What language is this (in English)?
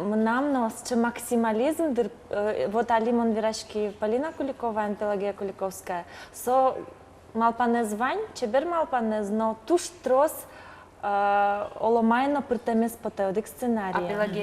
Udmurt